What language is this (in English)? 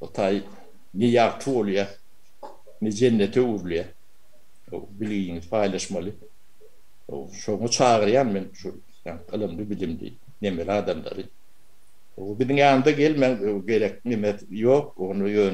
Turkmen